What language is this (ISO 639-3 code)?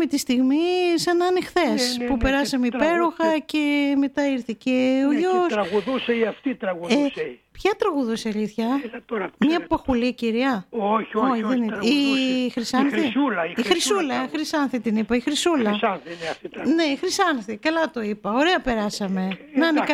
ell